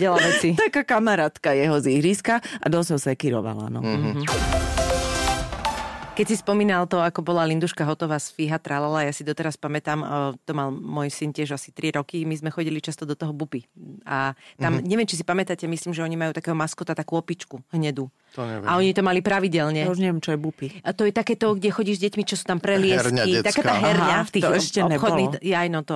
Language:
Slovak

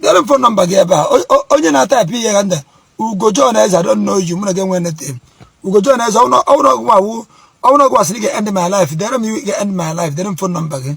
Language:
Igbo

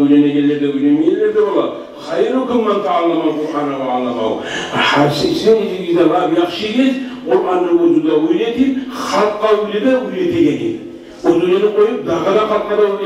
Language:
Kumyk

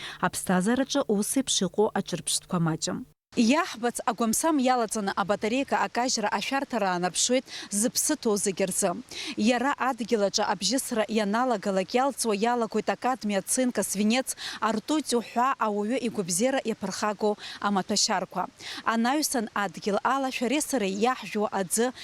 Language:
Abkhazian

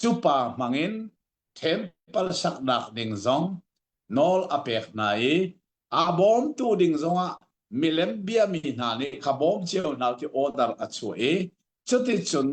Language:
Hakha Chin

